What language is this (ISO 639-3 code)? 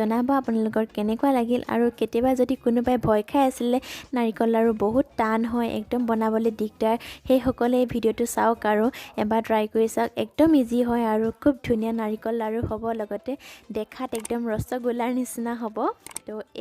asm